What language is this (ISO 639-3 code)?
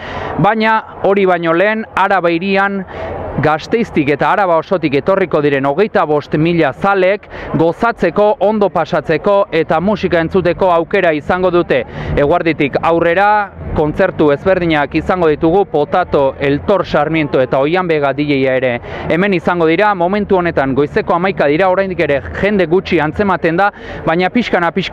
eus